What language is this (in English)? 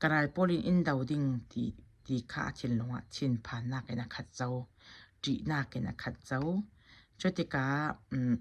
Falam Chin